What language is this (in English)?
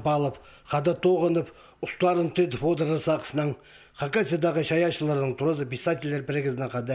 Khakas